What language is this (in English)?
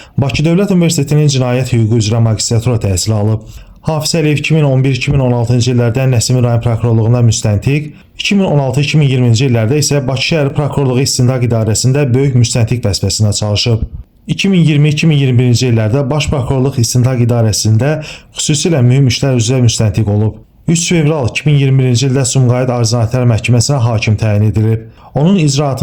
Azerbaijani